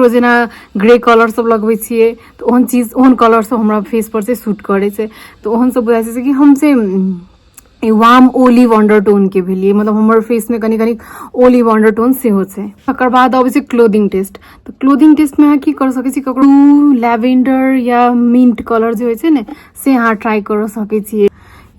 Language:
Maithili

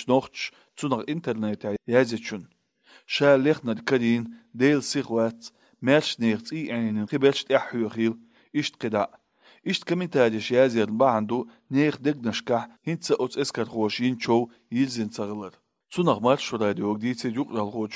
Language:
Chechen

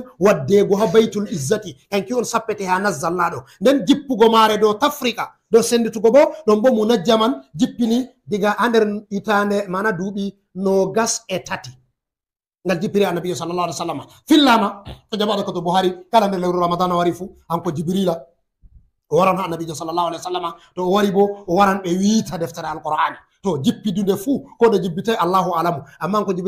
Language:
Fula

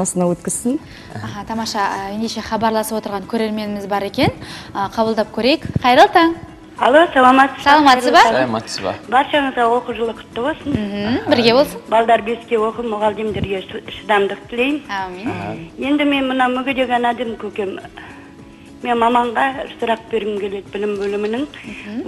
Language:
Kazakh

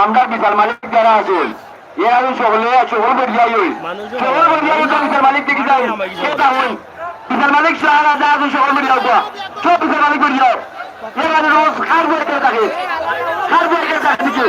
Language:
Sylheti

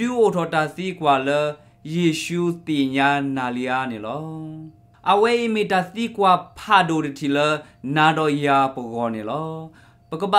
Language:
S'gaw Karen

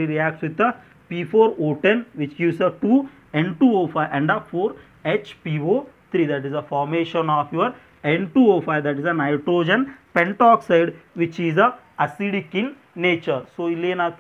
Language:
Kannada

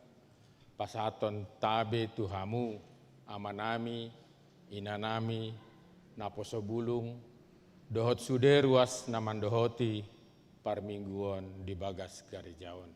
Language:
Batak Toba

